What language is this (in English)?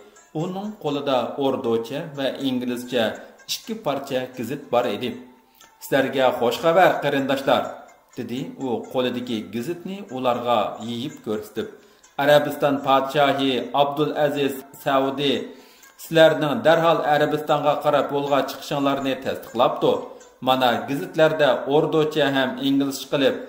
Uyghur